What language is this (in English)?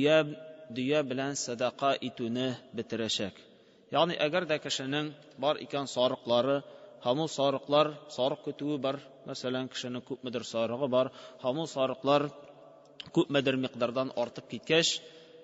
Tatar